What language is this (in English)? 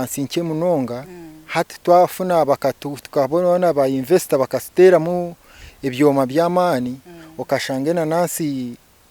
Nyankole